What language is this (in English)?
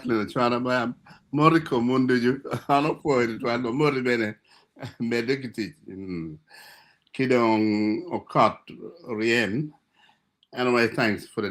Acoli